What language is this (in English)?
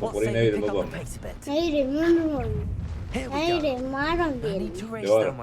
Kurdish